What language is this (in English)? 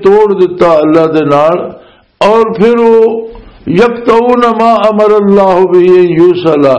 Western Panjabi